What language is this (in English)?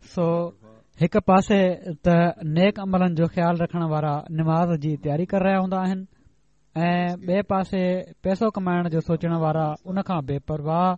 Sindhi